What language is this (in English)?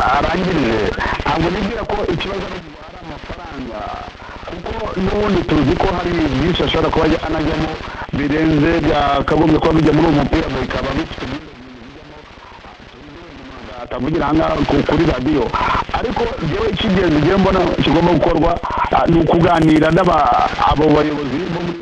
Kinyarwanda